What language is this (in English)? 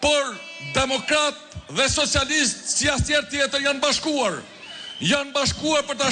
Albanian